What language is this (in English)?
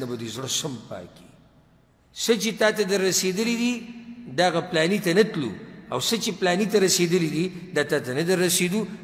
Pashto